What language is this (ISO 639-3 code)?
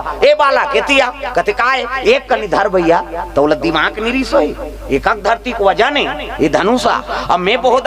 hne